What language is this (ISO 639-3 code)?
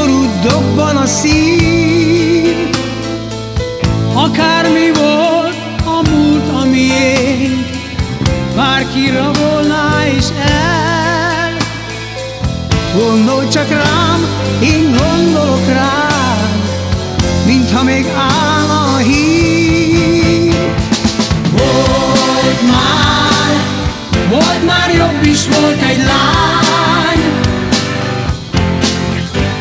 hun